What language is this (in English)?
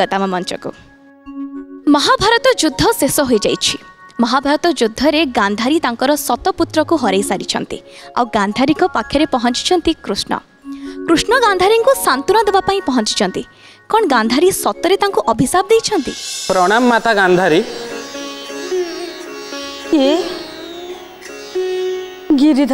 Odia